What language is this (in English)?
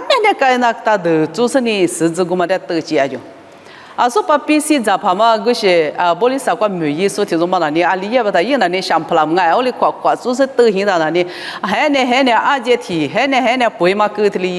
Lisu